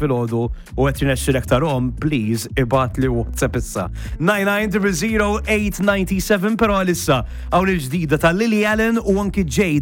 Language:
Maltese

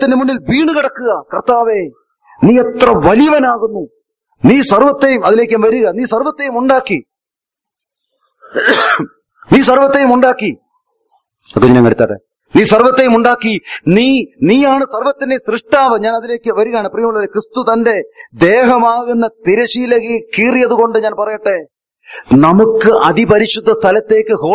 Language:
Malayalam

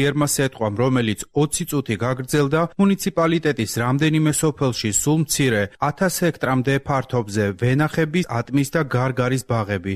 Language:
Georgian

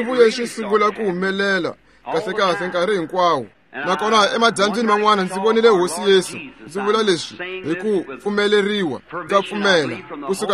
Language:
Tsonga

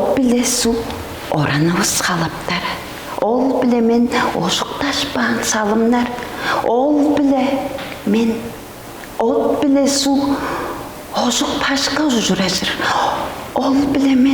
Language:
Tuvinian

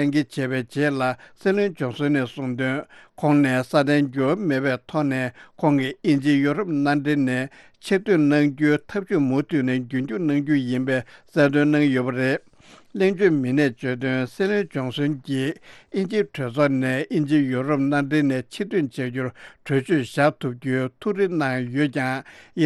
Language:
Tibetan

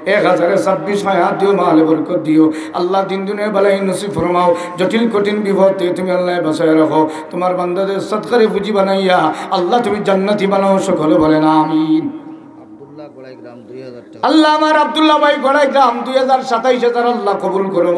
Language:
Sylheti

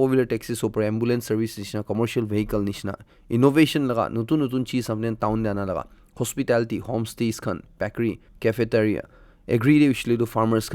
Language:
Naga Pidgin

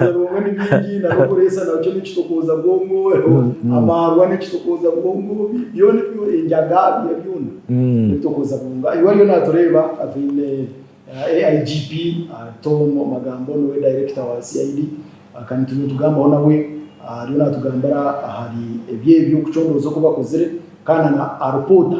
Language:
Nyankole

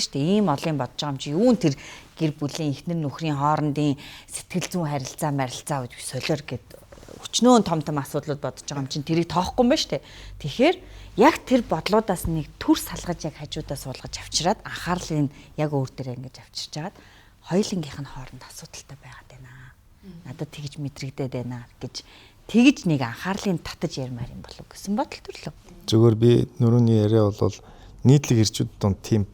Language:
Mongolian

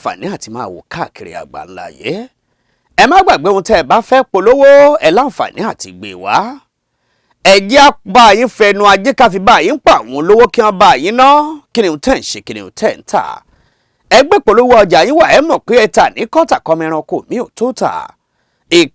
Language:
Yoruba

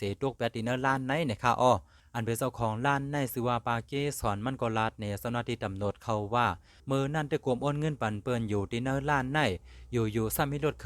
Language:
Shan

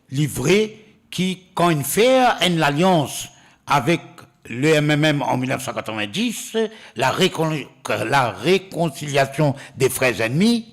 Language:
Morisyen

